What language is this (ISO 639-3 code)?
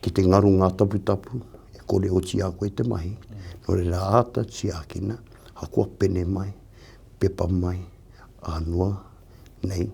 mri